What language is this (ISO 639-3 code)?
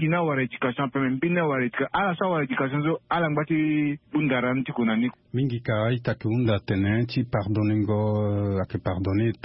sag